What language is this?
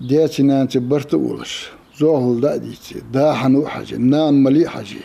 Ingush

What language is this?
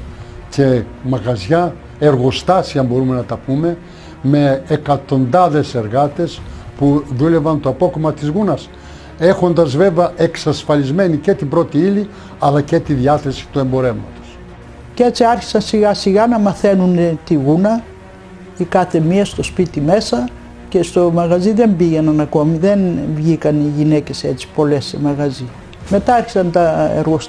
Greek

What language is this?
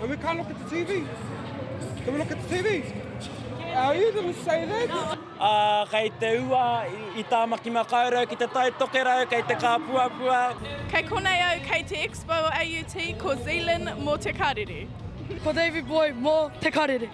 Māori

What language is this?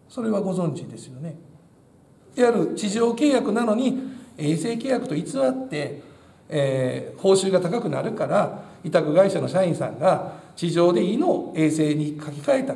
Japanese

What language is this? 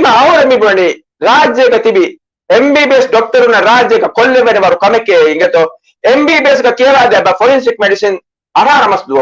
Divehi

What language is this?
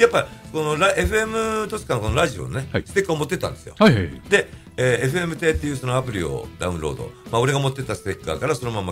Japanese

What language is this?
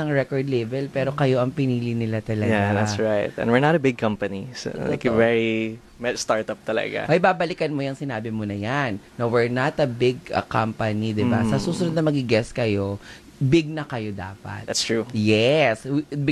Filipino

